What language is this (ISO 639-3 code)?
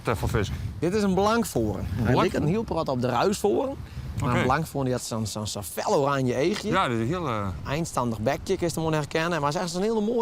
fry